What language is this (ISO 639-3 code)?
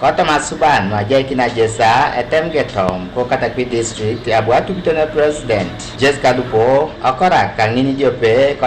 teo